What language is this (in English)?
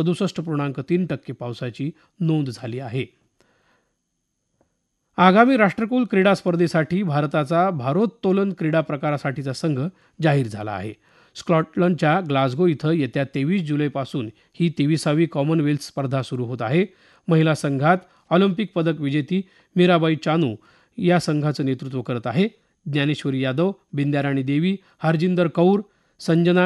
Marathi